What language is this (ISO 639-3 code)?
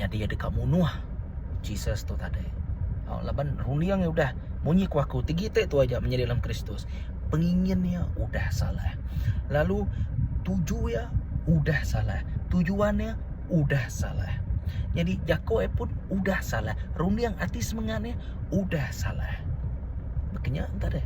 iba